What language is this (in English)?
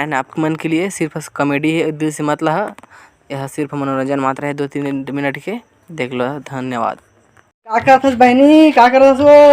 Chhattisgarhi